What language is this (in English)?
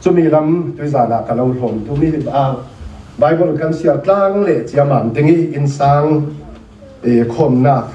Falam Chin